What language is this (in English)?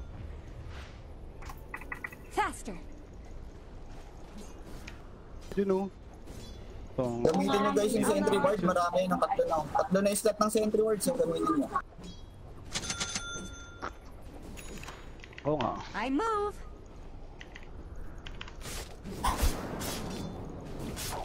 Filipino